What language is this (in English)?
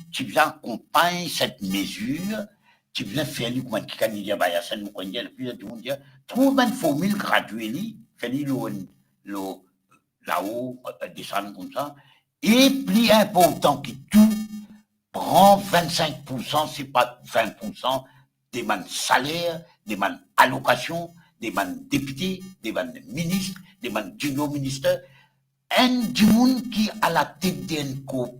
Morisyen